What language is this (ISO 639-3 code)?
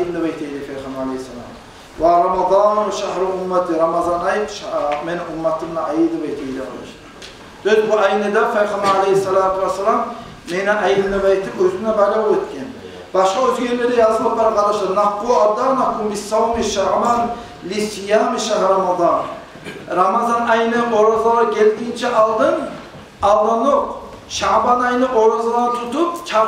kum